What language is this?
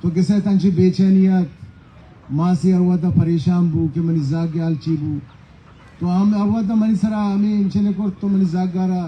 Baluchi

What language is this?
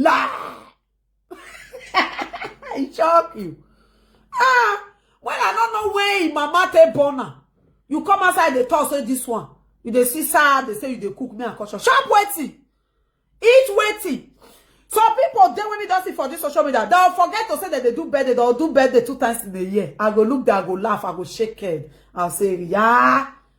Nigerian Pidgin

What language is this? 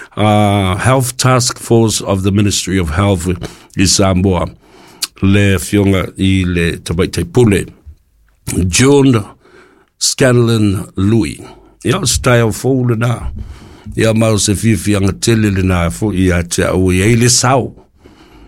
Samoan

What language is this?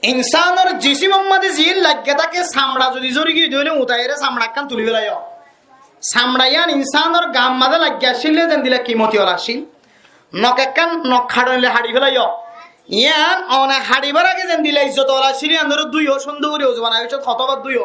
Rohingya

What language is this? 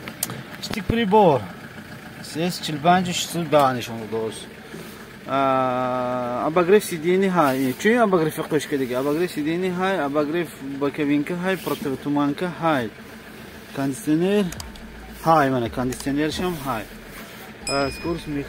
Tajik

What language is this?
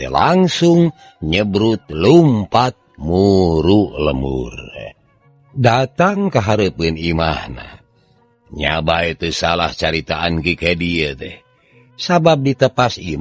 Sundanese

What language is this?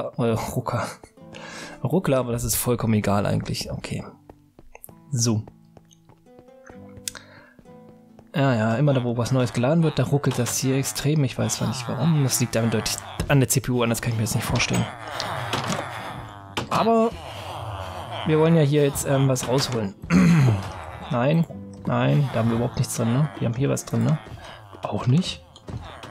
German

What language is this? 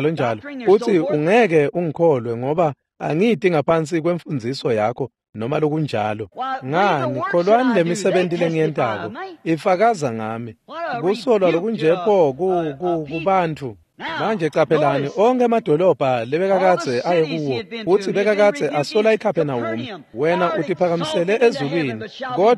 Swati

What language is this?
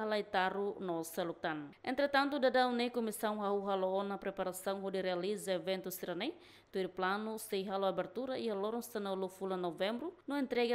Tetum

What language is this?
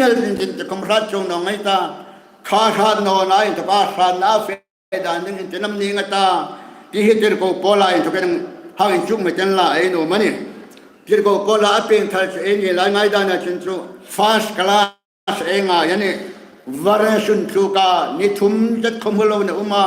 Hmar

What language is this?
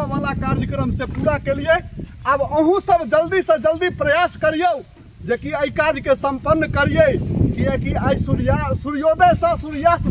Maithili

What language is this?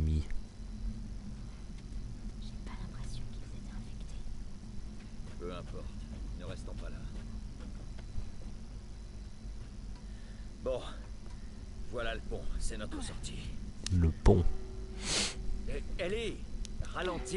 French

